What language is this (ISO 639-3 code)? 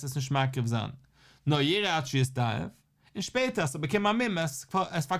yid